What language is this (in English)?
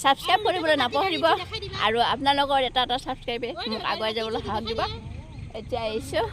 Assamese